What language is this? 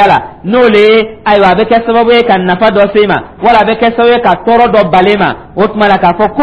Dyula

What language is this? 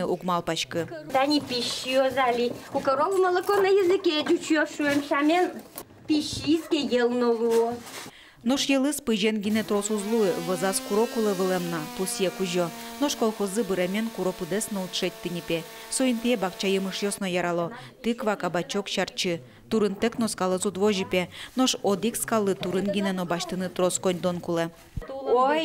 Udmurt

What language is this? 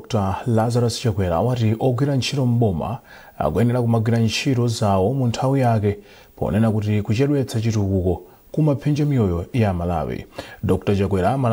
Nyanja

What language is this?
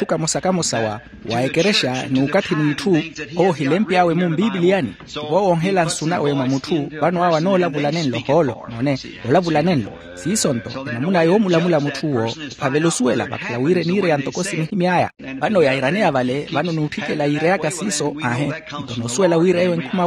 Makhuwa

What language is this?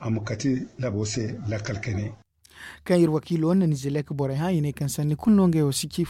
Zarma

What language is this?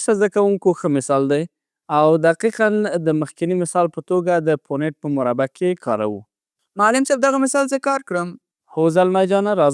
Pashto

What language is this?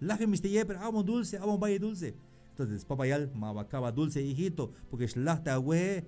Tzeltal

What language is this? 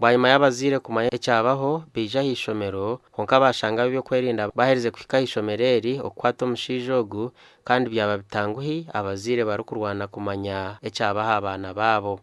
Nyankole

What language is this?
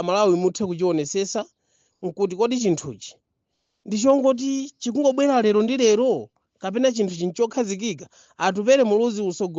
Nyanja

